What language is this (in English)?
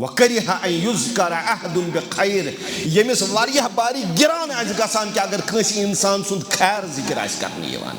Kashmiri